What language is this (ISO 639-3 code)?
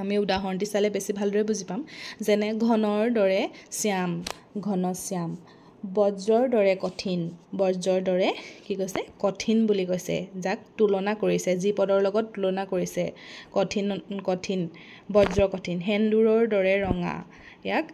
asm